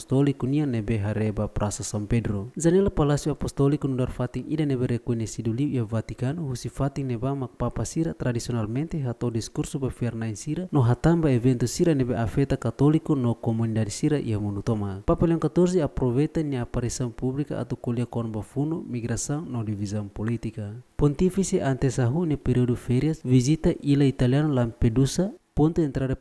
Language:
Tetum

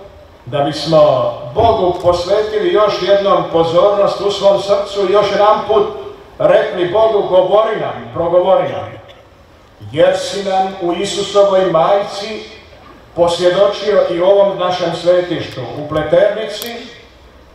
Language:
Croatian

